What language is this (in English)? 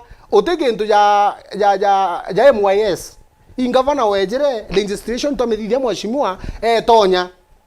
Meru